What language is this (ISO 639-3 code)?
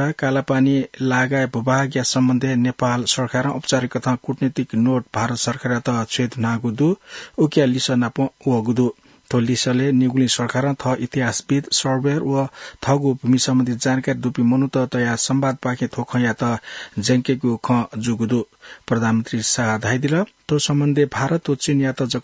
new